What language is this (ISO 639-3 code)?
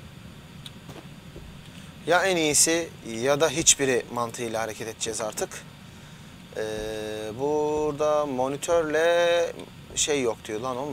tur